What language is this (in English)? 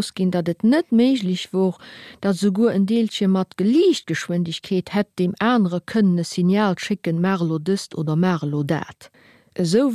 Luxembourgish